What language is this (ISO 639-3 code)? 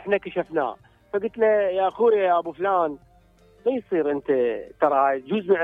acm